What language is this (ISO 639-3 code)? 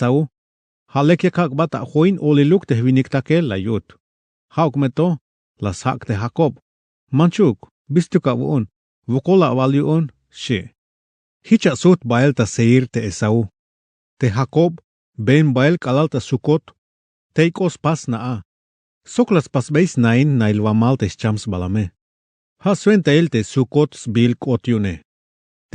tzh